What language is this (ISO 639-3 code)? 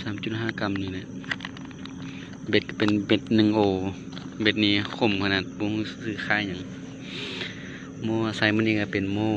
lao